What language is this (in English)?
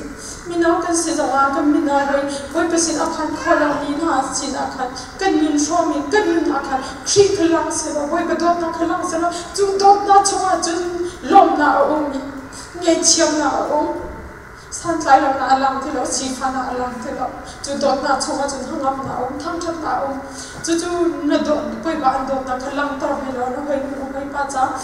Hakha Chin